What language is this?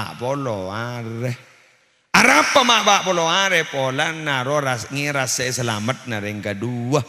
Madurese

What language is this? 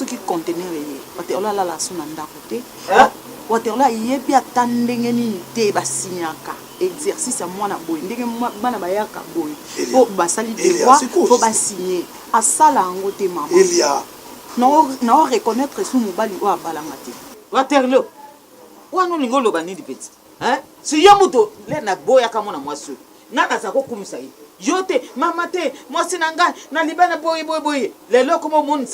Lingala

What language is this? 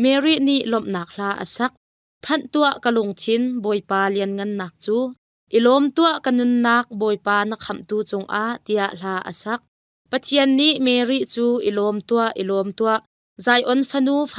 Hakha Chin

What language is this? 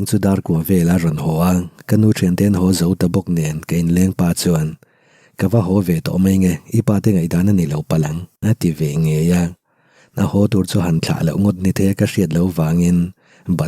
Mizo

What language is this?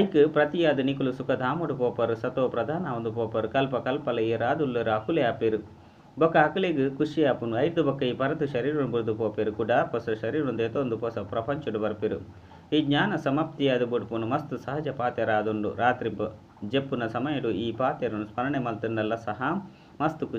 Tulu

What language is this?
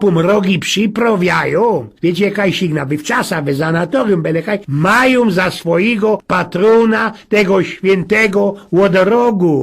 Silesian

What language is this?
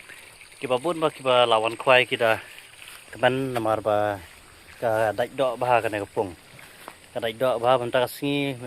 Khasi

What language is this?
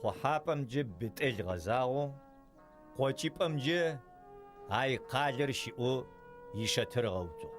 Adyghe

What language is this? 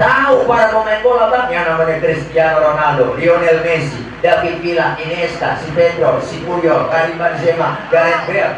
Betawi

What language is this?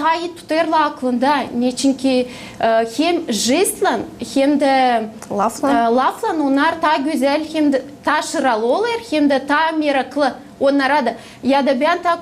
Gagauz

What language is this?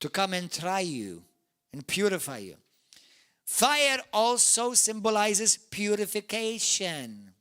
English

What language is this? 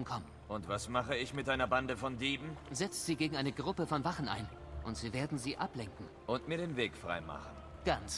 Bavarian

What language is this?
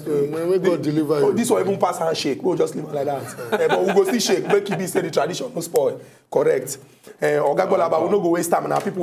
Nigerian Pidgin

